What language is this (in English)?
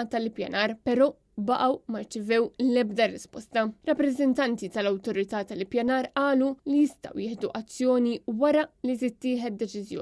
Maltese